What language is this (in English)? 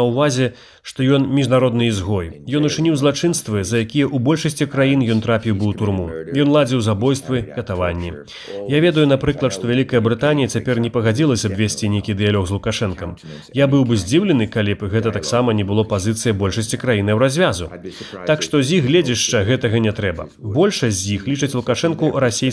Belarusian